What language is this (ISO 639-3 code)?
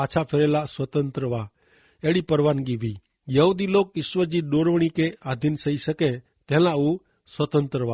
kfr